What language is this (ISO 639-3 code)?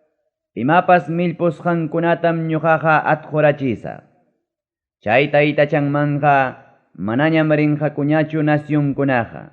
quy